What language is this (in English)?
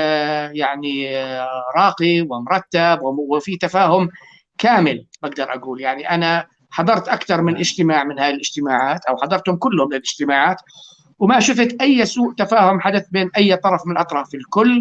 North Levantine Arabic